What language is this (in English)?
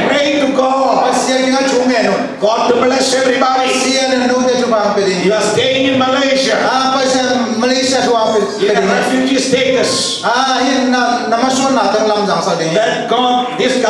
Tedim Chin